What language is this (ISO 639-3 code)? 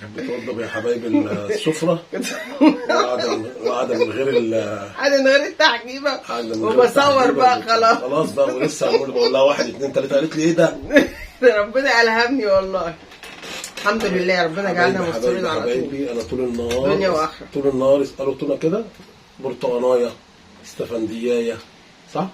arz